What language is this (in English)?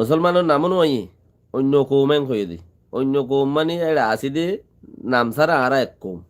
Rohingya